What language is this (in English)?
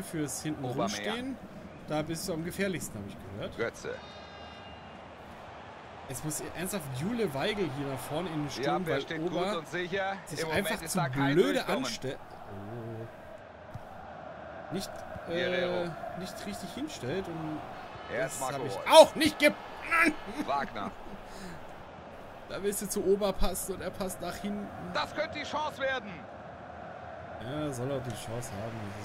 German